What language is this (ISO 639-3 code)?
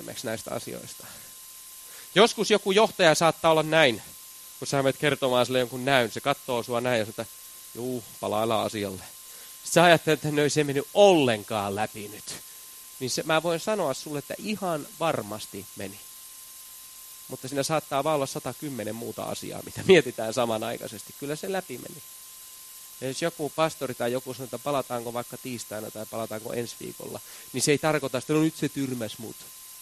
fin